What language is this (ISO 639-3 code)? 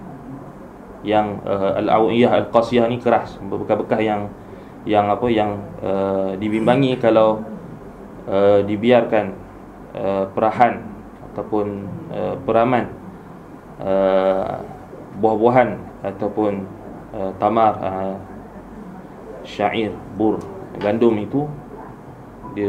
msa